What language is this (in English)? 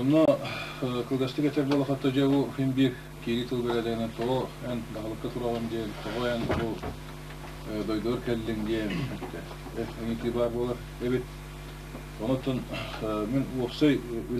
Yakut